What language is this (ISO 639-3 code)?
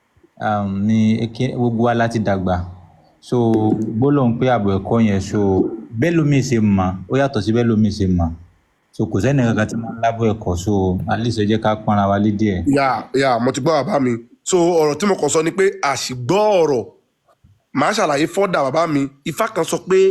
yor